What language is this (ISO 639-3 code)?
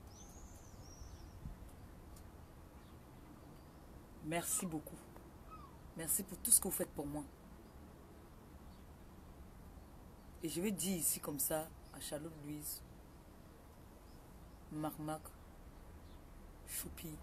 fra